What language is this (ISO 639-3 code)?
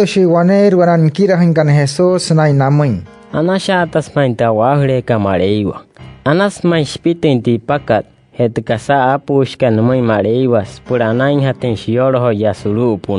guc